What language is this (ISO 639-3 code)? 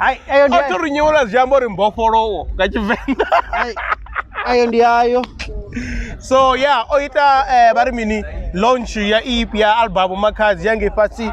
ven